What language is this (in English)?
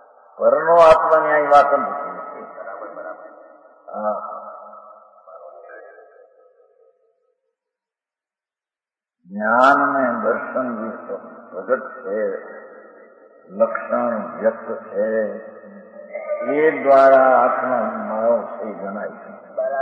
Gujarati